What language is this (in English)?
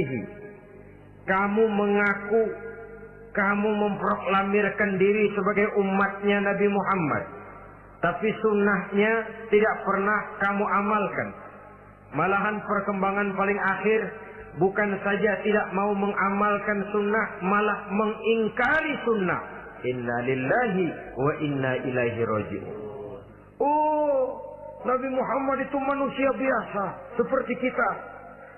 Indonesian